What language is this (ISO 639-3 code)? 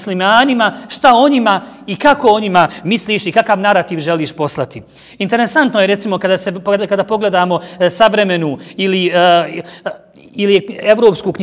bos